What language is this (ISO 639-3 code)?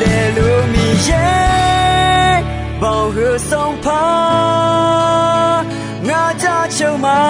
ahk